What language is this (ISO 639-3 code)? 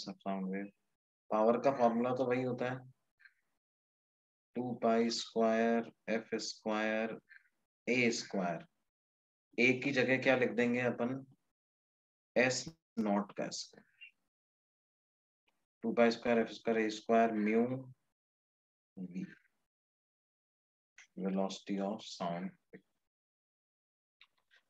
hin